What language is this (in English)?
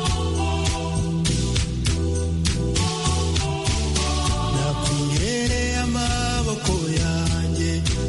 Kinyarwanda